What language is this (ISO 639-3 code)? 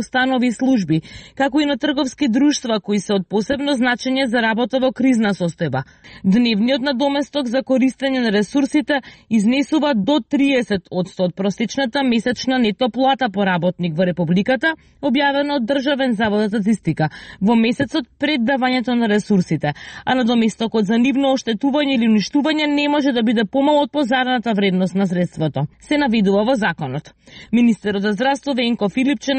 mkd